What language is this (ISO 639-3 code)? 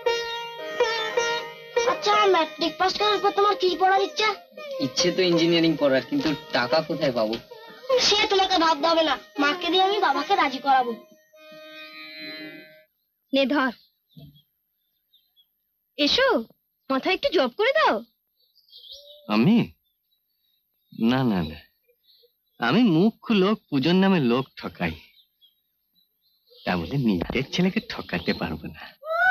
ben